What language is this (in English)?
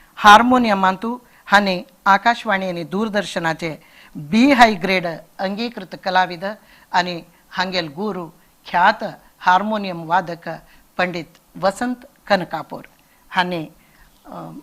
Konkani